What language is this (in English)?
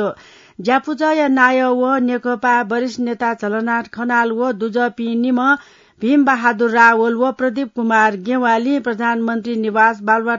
Newari